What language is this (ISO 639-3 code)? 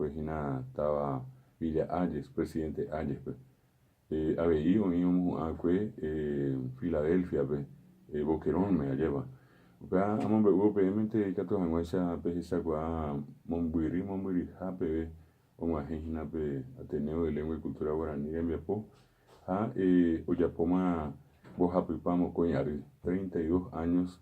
grn